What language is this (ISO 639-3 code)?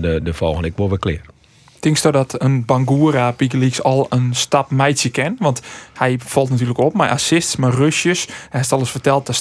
fry